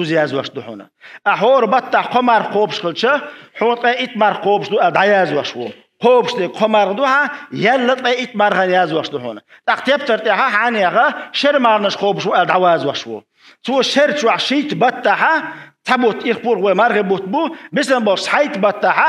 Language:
Chechen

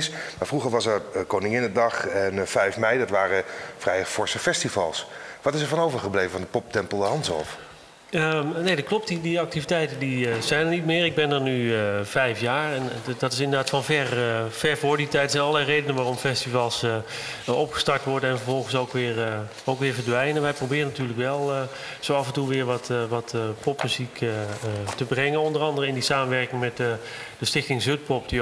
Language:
Dutch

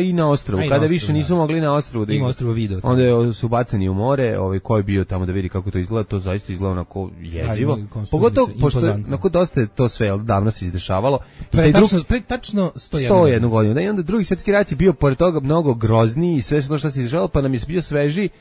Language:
Serbian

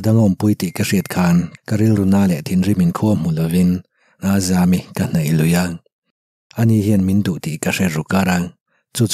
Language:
Mizo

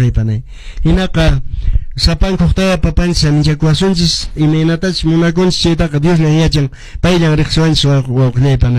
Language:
Quechua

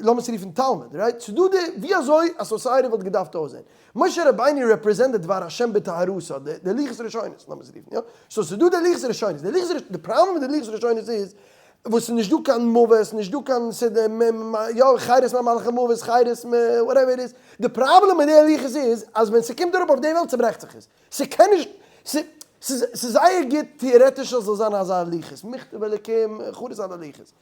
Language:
Yiddish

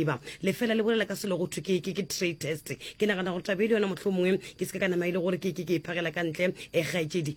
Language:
Northern Sotho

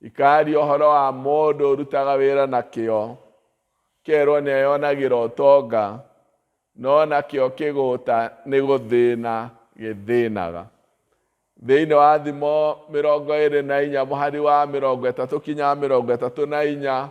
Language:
Kikuyu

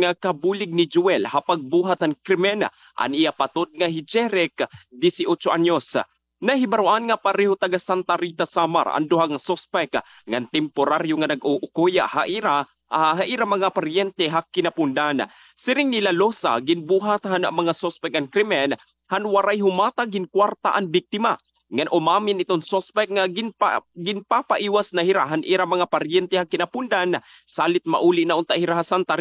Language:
Waray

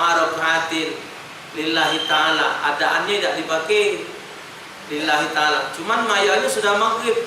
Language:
Musi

